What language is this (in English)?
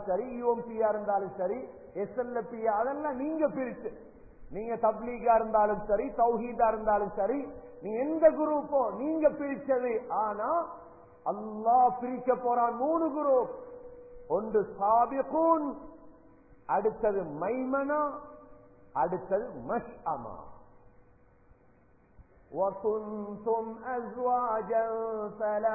Tamil